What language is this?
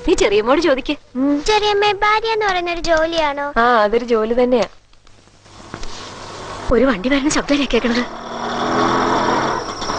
Malayalam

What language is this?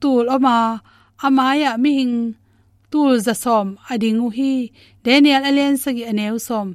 Tedim Chin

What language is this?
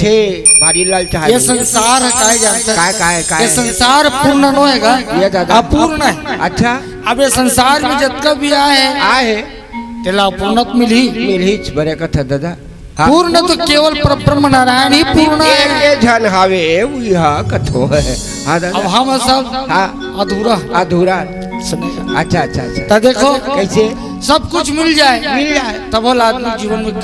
Chhattisgarhi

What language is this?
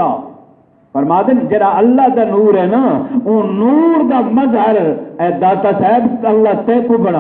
Saraiki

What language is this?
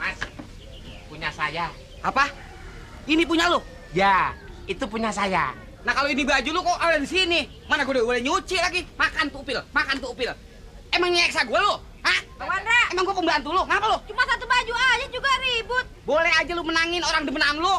Betawi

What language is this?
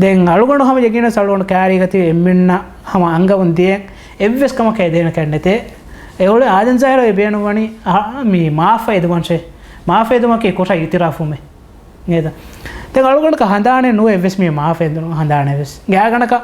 Divehi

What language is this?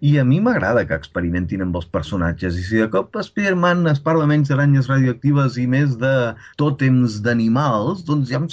Catalan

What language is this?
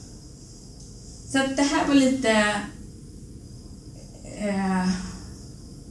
Swedish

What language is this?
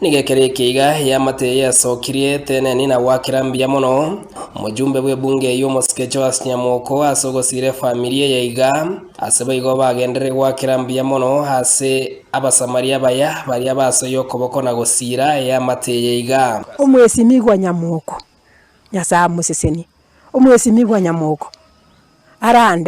Gusii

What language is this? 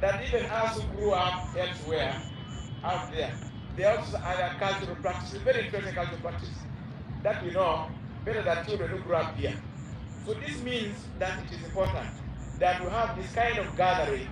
Acoli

